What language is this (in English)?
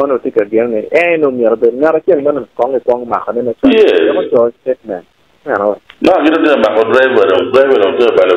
Acoli